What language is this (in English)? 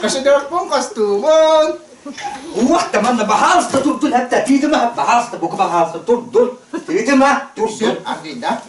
Yakut